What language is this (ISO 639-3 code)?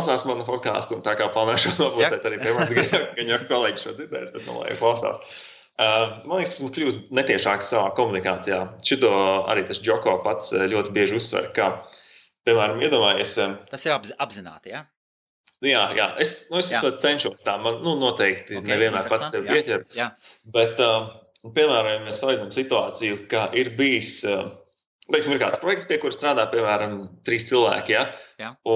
lav